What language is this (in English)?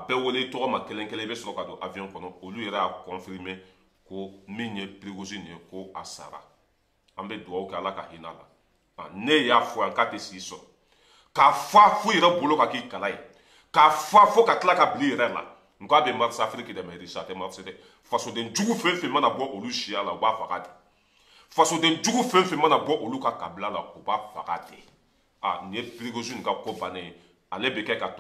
Bambara